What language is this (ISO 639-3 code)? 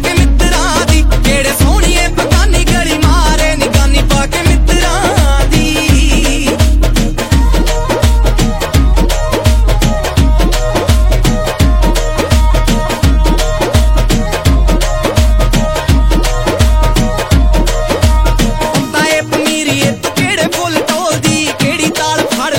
pan